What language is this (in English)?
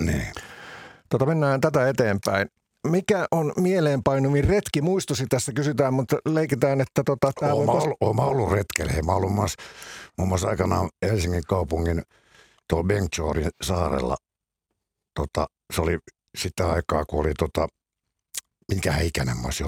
Finnish